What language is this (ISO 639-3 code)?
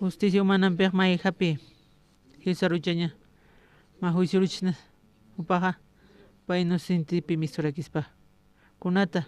aym